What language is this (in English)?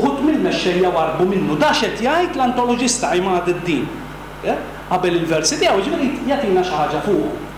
Maltese